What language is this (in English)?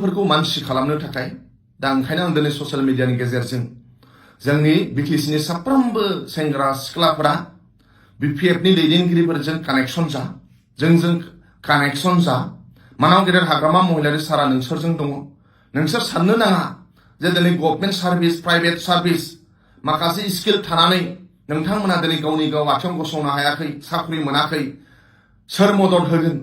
Bodo